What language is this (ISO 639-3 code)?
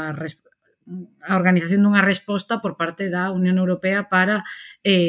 glg